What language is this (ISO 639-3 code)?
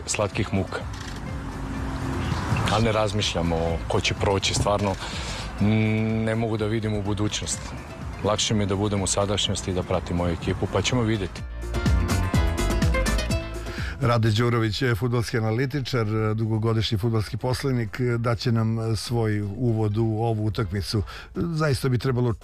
srp